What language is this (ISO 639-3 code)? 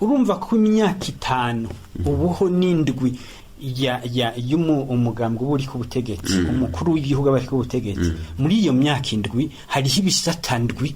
run